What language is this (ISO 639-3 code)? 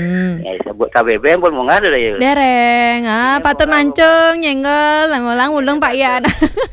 ban